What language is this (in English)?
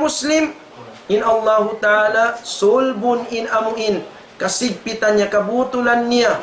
Tausug